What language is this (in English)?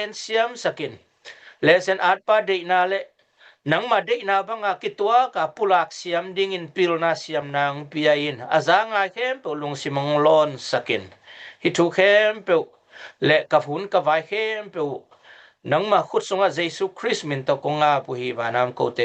Tedim Chin